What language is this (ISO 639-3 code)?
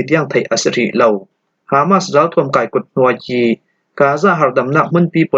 cfm